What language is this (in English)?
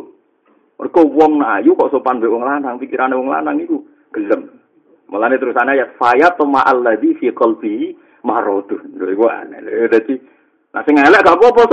Javanese